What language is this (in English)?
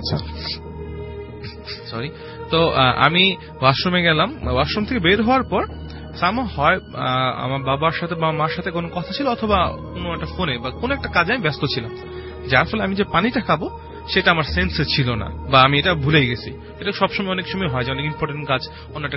Bangla